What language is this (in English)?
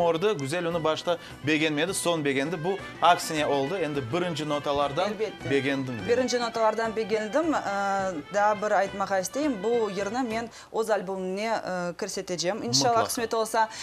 Crimean Tatar